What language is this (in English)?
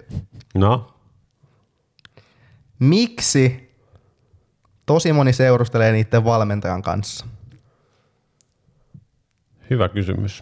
Finnish